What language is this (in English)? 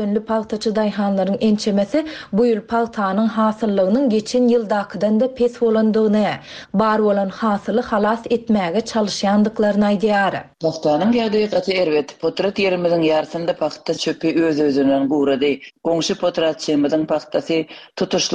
Turkmen